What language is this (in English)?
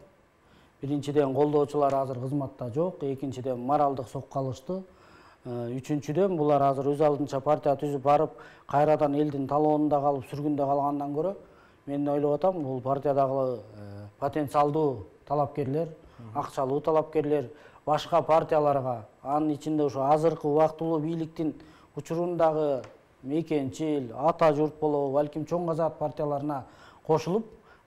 Kyrgyz